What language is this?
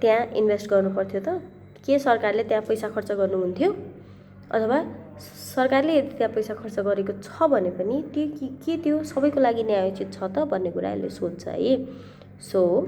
Nepali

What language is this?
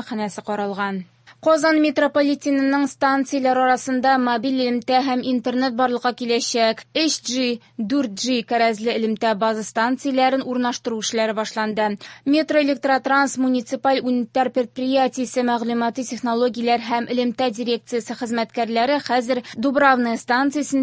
Tatar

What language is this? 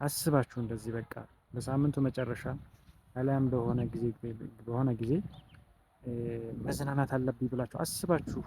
Amharic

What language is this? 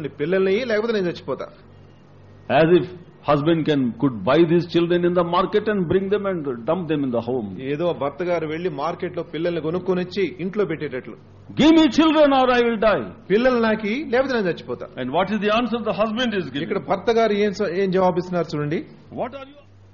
Telugu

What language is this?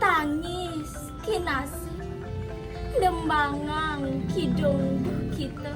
Balinese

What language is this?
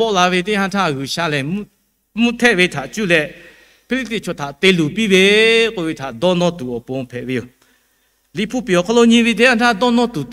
Lahu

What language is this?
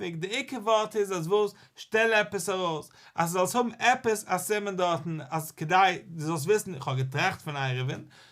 Yiddish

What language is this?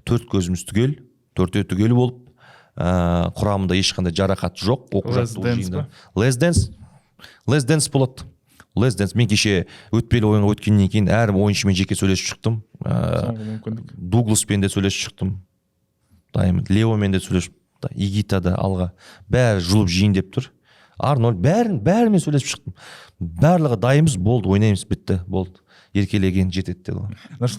Kazakh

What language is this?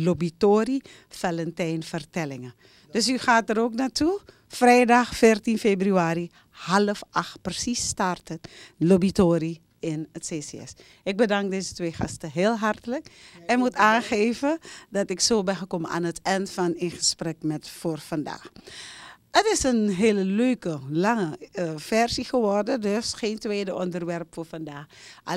Dutch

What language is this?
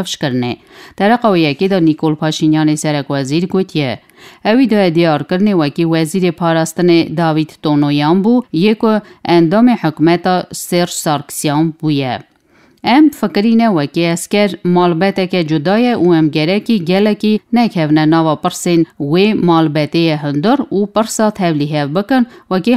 Kurdish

